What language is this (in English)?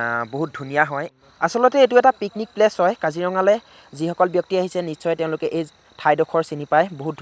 Assamese